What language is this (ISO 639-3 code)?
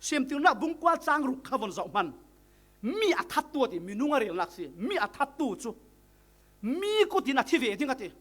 cfm